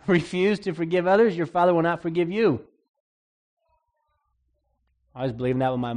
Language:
English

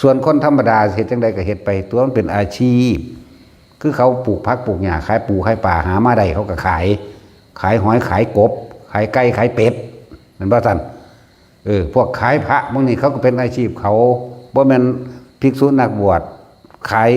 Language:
Northeastern Thai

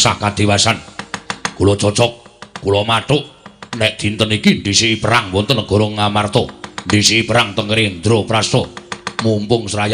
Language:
Javanese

